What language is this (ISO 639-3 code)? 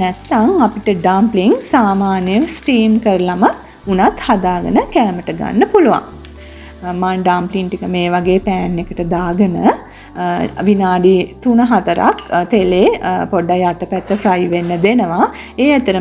sin